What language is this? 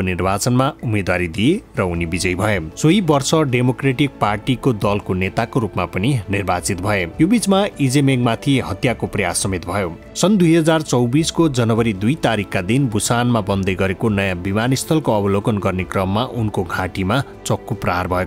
Nepali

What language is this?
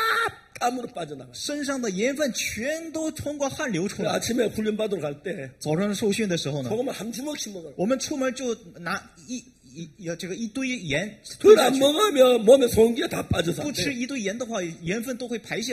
Korean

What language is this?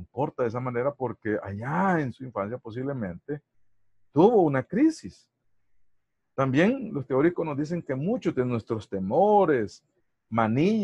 Spanish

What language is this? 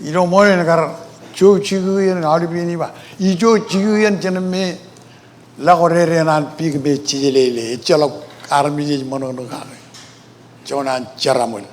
Marshallese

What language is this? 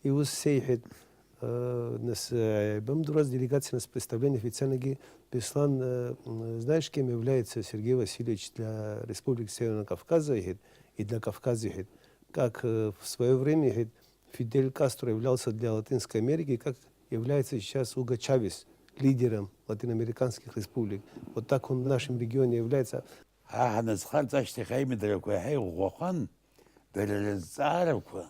Abkhazian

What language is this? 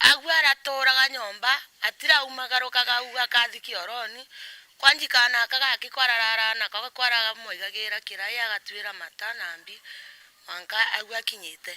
Meru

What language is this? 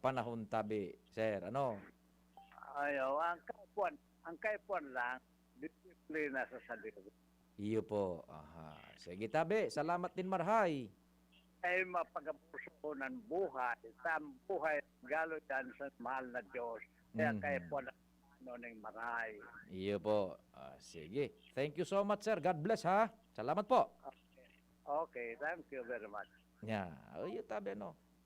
Bikol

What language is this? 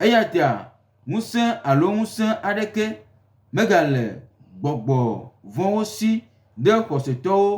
Gen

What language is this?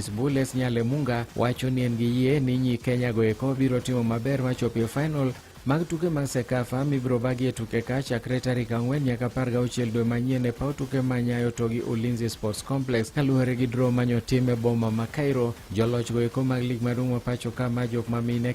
Luo (Kenya and Tanzania)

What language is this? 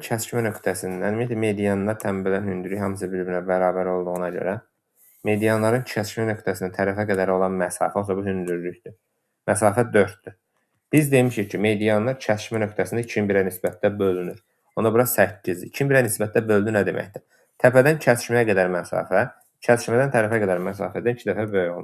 Azerbaijani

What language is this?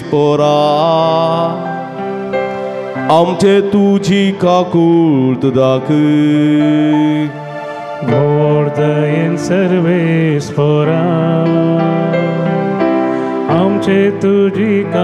Konkani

